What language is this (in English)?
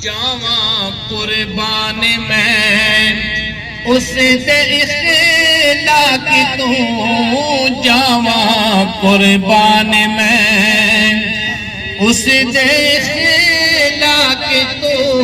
Pahari-Potwari